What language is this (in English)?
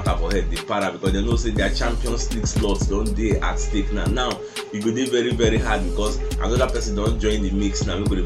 Nigerian Pidgin